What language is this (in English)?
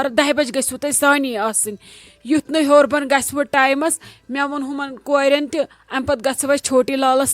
Kashmiri